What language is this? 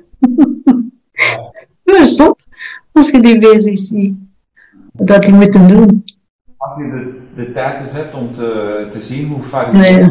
Dutch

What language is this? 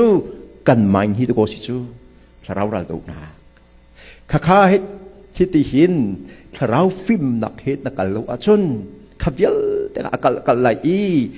Hakha Chin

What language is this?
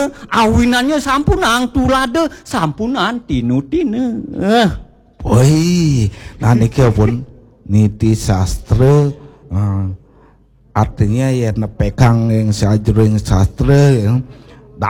Balinese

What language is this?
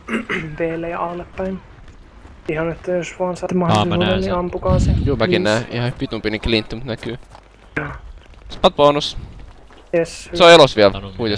Finnish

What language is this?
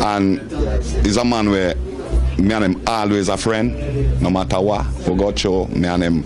Jamaican Creole English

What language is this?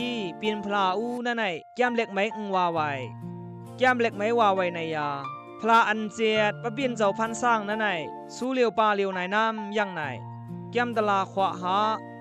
Khamti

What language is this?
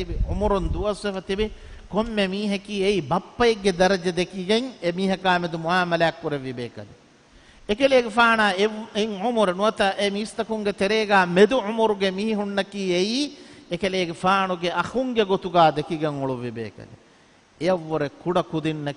Divehi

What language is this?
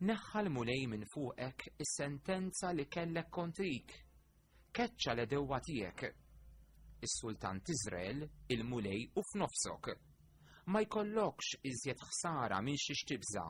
Maltese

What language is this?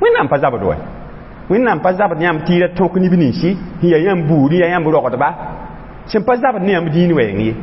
Mossi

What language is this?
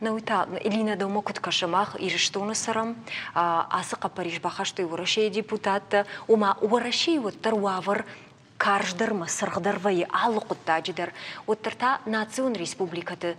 Ossetic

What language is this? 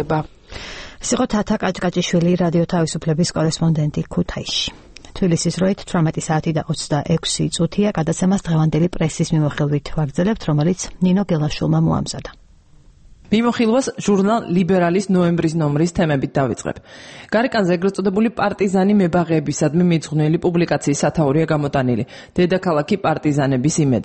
Georgian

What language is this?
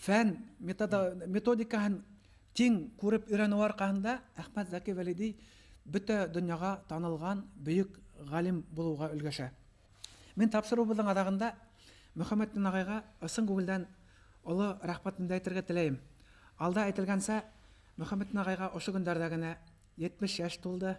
Bashkir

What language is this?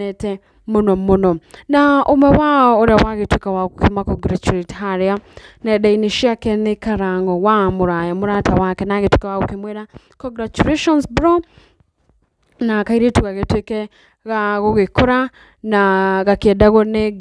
Kikuyu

